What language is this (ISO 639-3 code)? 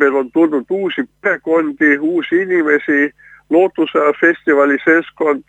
est